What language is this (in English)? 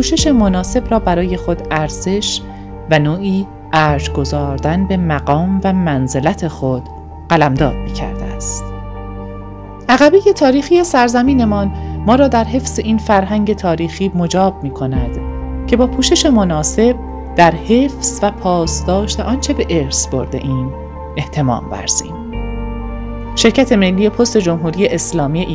Persian